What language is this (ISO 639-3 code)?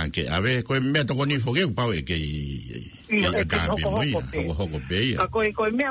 ton